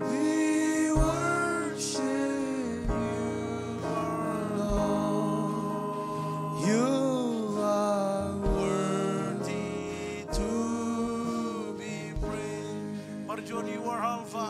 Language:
Marshallese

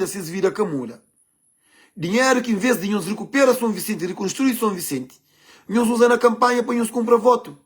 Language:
Kabuverdianu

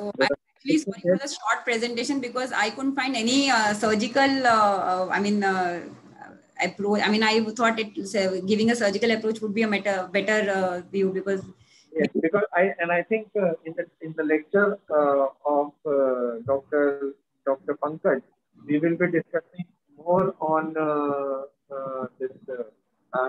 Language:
English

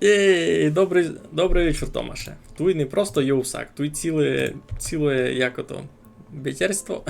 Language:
Rusyn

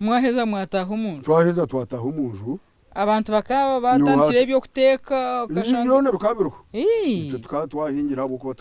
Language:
Nyankole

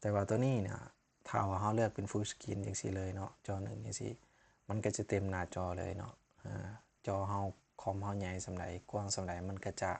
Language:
Lao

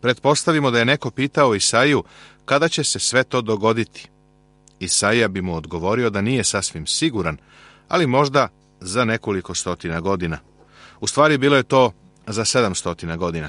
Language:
Serbian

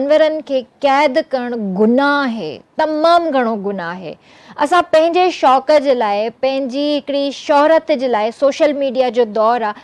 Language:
Sindhi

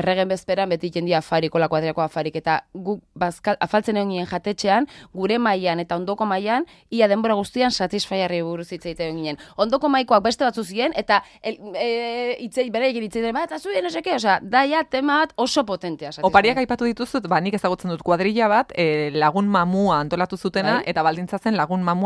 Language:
Basque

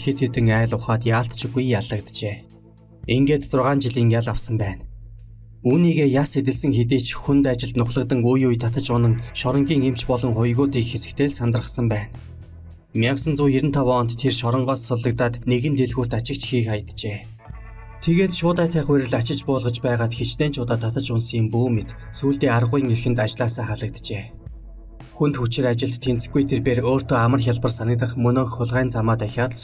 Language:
Mongolian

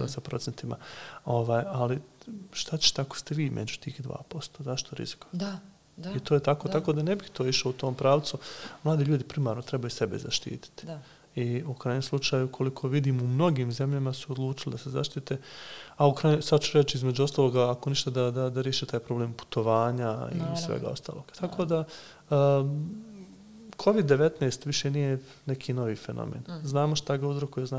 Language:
Serbian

